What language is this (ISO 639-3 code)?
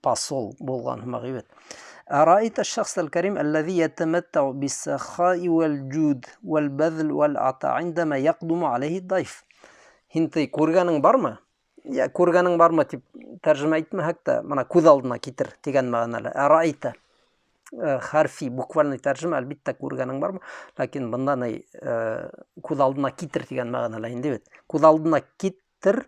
bak